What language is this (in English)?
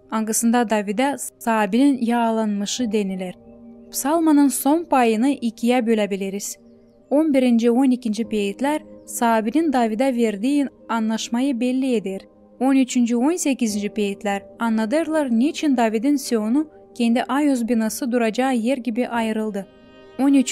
Gagauz